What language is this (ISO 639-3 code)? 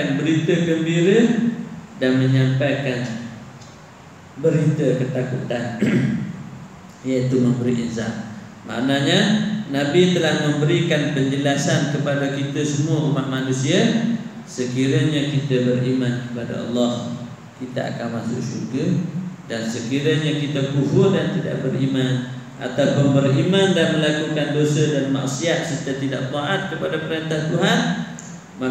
msa